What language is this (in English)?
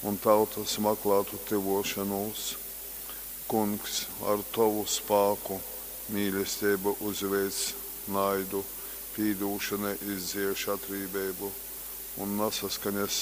Latgalian